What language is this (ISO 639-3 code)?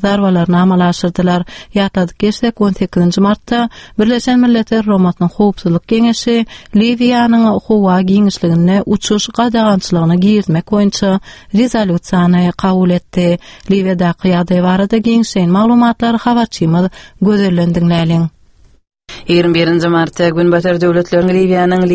tuk